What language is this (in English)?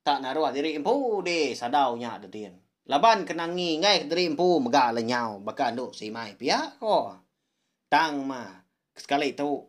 Iban